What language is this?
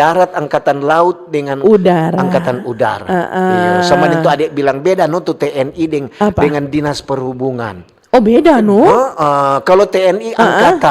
Manado Malay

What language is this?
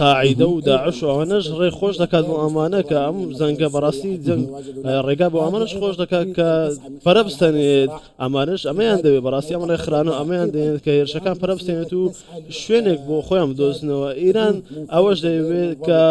Central Kurdish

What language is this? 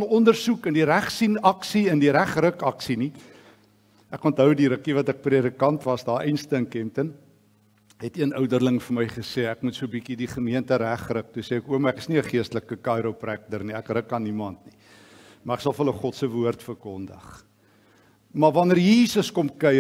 Afrikaans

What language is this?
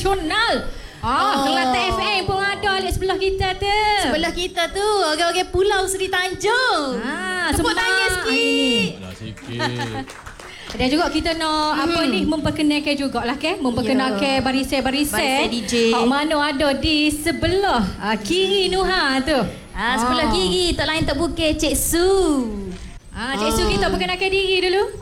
Malay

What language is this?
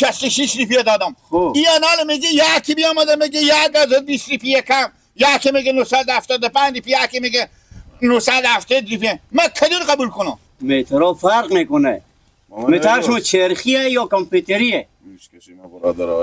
Hazaragi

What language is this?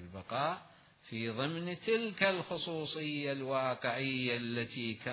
Mesopotamian Arabic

